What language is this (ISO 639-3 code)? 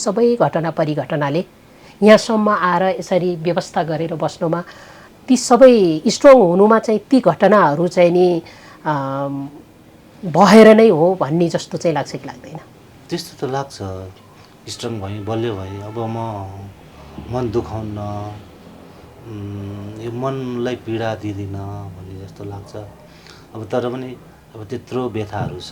nep